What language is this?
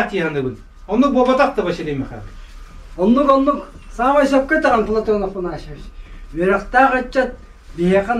Yakut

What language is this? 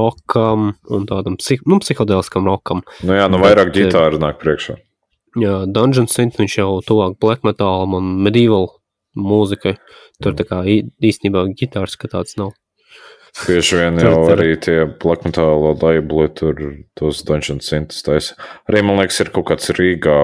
Latvian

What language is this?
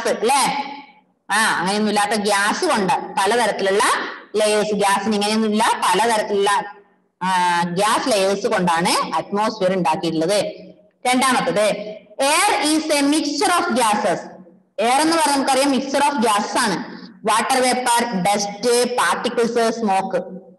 Malayalam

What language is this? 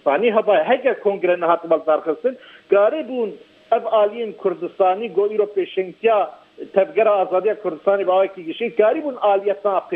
Kurdish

